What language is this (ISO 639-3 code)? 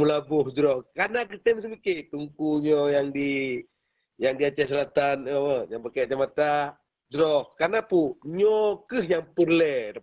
ace